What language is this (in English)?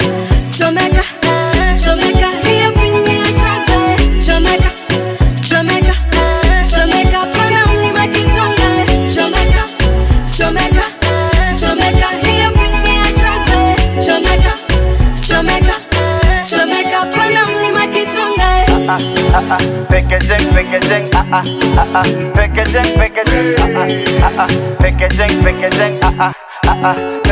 Swahili